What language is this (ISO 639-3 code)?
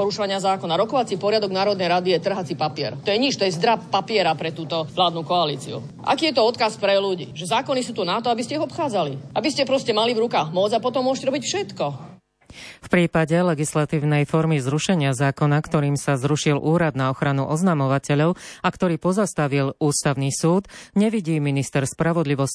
slk